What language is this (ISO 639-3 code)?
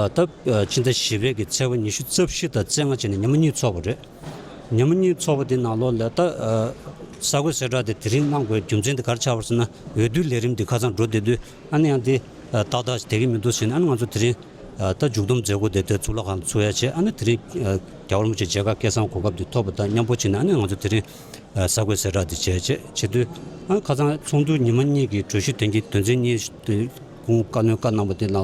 bod